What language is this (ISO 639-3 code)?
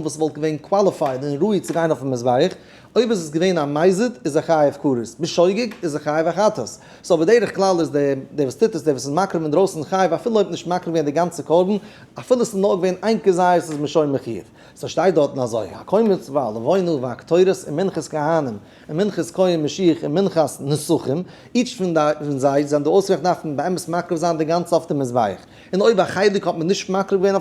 yid